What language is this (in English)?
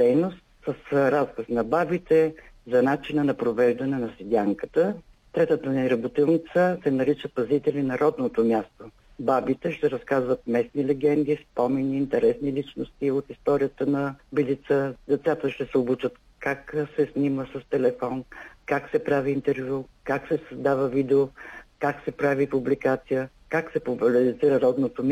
Bulgarian